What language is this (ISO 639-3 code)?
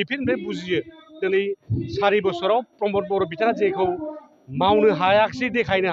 brx